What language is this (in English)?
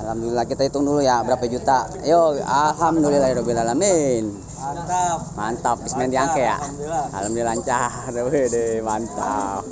Betawi